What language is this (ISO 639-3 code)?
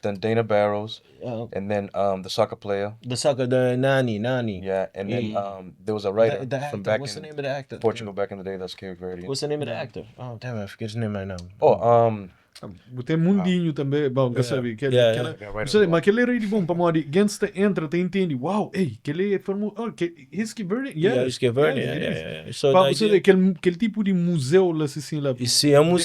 kea